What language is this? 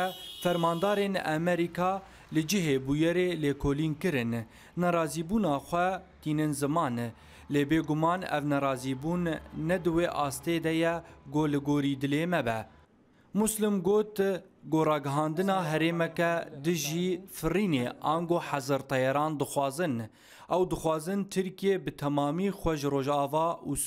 Kurdish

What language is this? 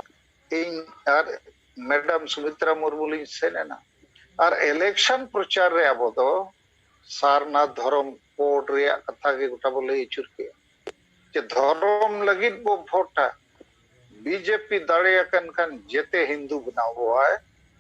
Santali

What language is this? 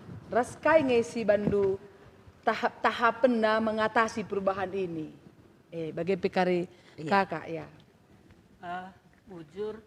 Batak Karo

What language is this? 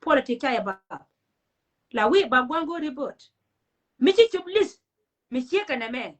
Nuer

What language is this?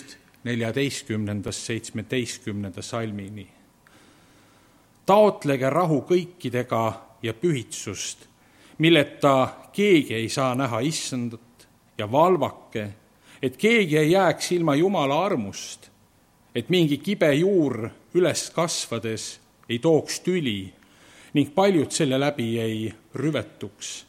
Estonian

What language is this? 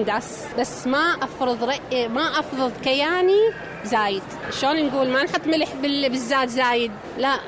Mesopotamian Arabic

